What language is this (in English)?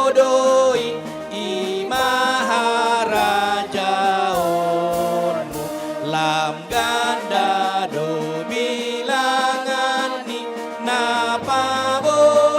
Batak Toba